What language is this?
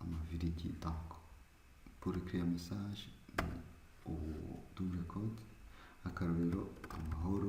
Rundi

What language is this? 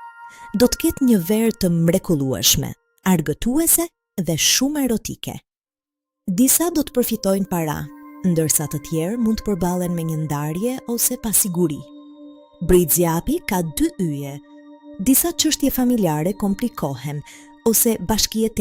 Albanian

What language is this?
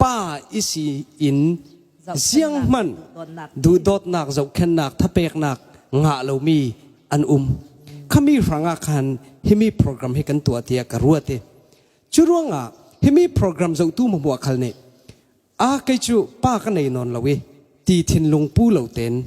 Falam Chin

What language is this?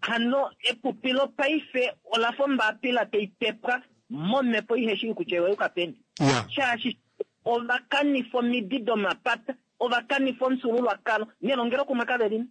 Kuanyama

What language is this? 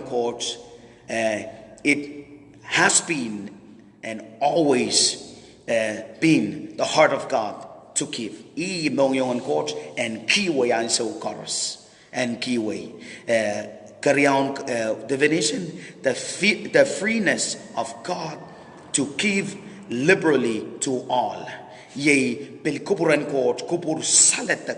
Pohnpeian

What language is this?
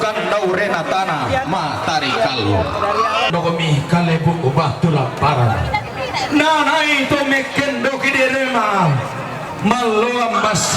Toraja-Sa'dan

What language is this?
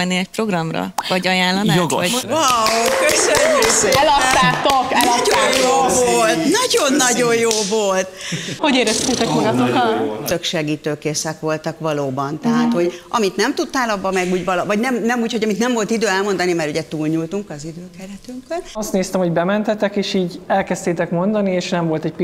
Hungarian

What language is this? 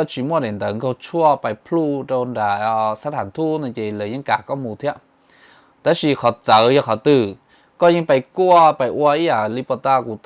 Hmong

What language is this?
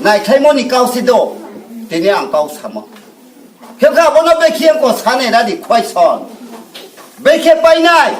Riang (India)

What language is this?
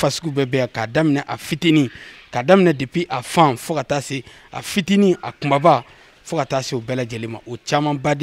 Bambara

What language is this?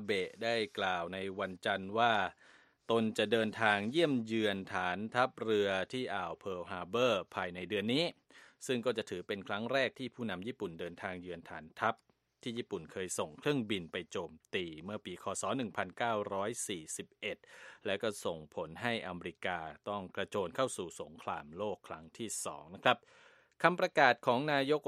Thai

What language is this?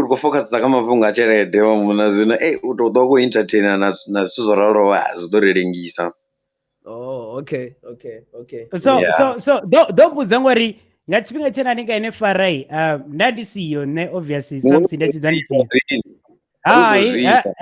Venda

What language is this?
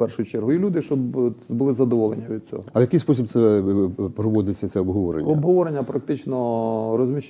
Ukrainian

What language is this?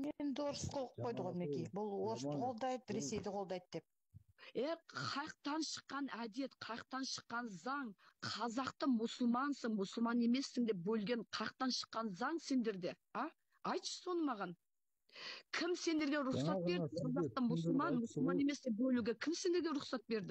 Kazakh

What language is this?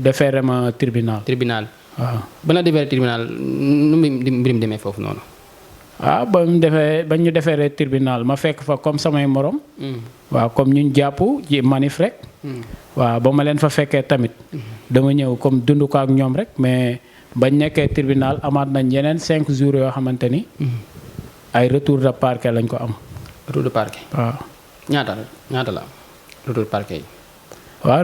Wolof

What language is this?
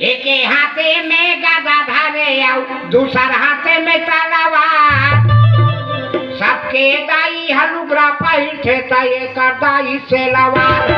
Chhattisgarhi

